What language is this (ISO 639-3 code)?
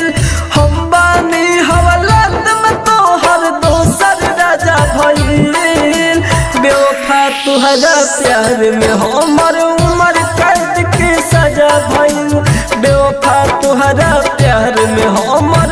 bho